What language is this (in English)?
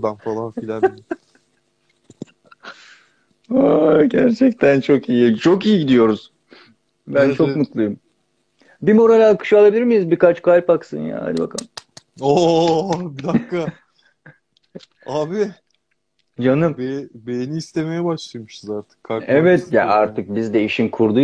Turkish